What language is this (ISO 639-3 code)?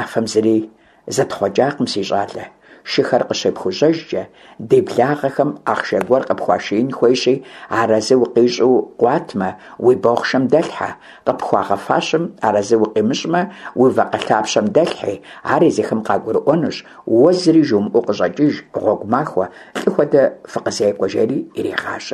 kbd